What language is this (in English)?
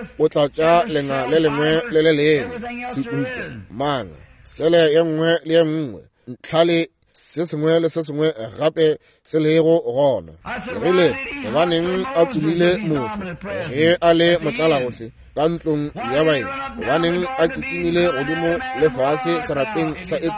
Northern Sotho